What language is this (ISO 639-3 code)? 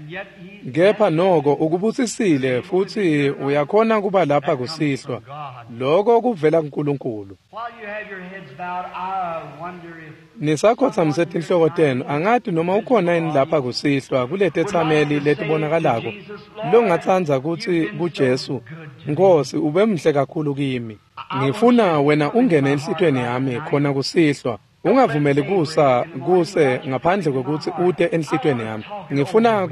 ssw